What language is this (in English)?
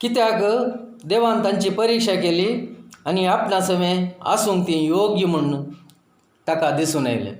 Konkani